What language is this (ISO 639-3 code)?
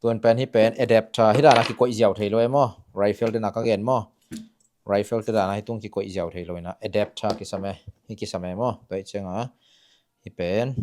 ctd